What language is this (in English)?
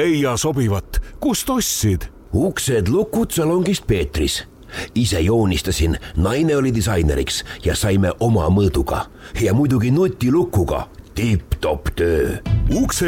Estonian